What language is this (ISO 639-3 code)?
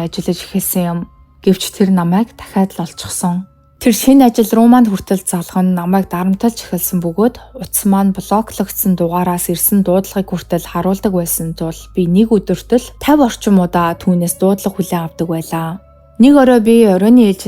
mon